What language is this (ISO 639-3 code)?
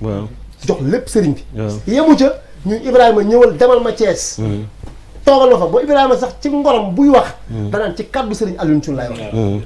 wol